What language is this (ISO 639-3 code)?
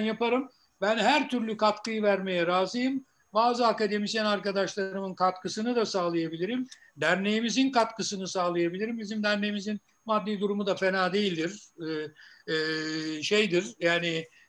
tur